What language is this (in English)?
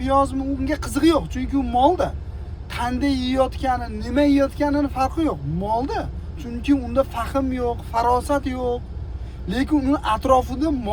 Uzbek